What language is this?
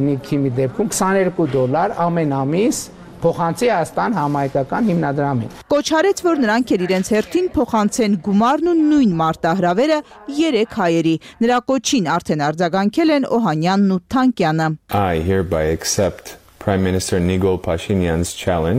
Armenian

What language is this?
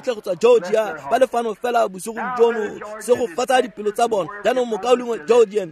Tswana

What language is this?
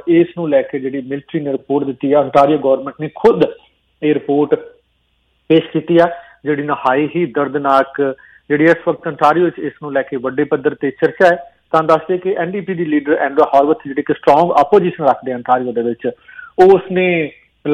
Punjabi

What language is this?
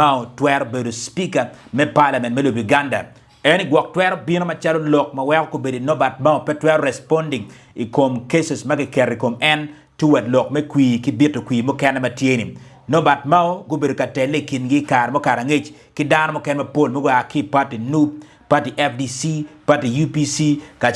Acoli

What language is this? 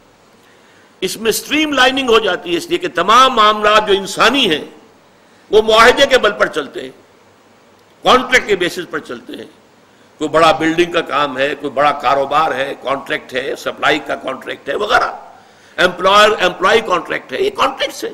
Urdu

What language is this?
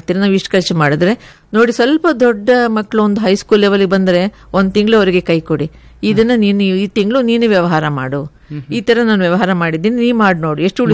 Kannada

